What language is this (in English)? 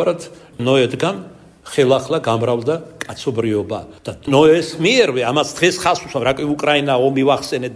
Georgian